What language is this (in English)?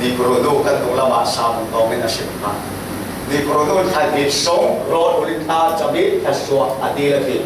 Falam Chin